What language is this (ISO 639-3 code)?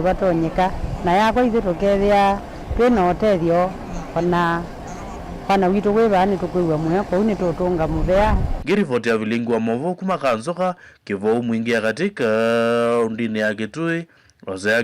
kam